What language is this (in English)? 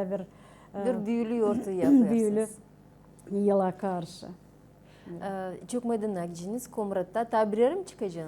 Gagauz